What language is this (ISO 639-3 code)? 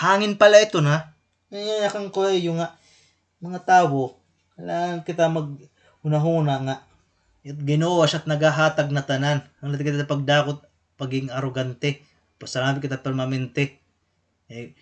war